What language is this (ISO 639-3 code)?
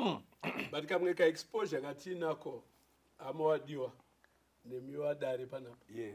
sna